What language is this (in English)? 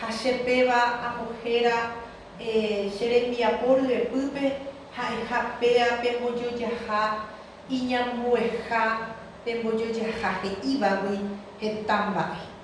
Guarani